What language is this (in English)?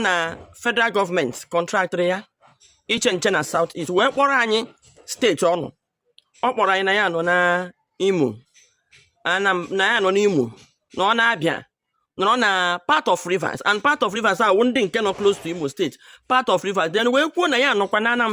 Igbo